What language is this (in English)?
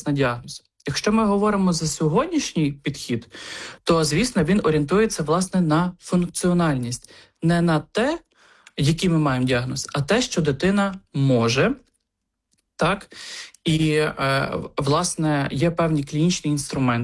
Ukrainian